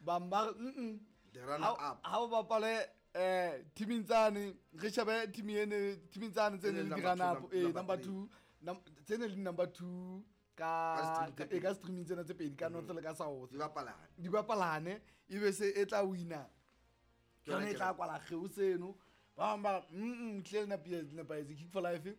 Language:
Southern Sotho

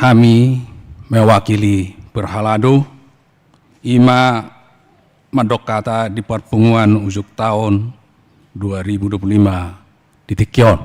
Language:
Batak Toba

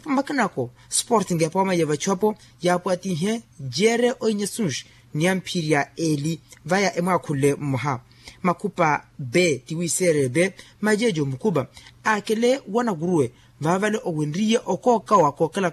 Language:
Swahili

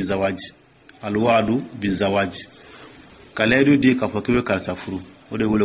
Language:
Dyula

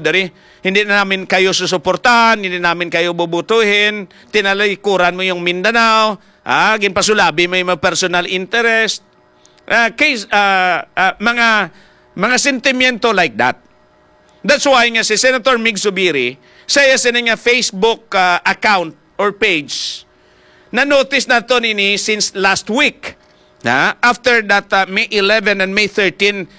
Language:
Hiligaynon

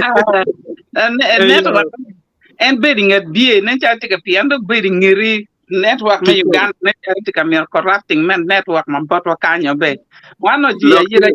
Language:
Acoli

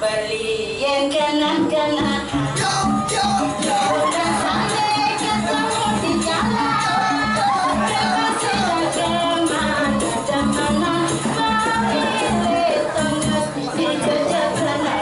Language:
Balinese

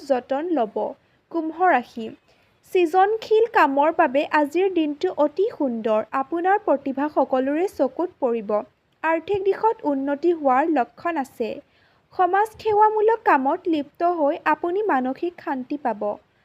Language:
Assamese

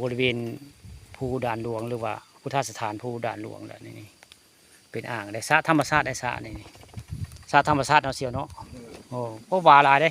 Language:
Northeastern Thai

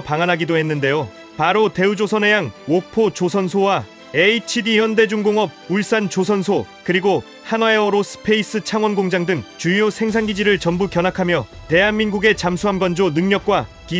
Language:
Korean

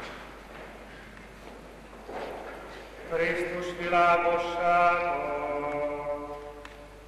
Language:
Hungarian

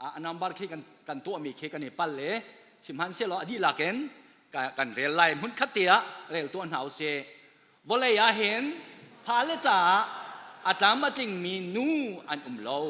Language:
Hakha Chin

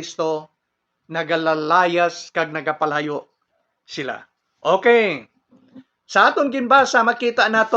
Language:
Hiligaynon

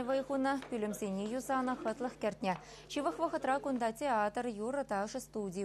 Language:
Chuvash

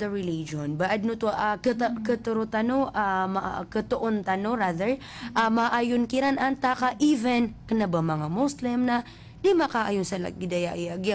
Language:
Maranao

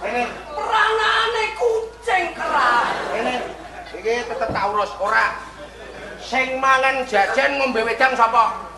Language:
Javanese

